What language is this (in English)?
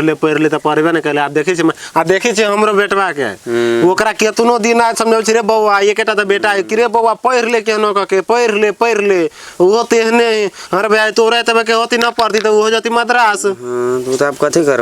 Maithili